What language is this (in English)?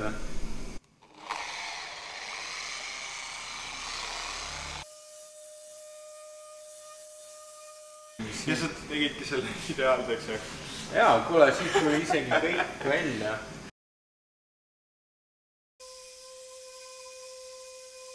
Estonian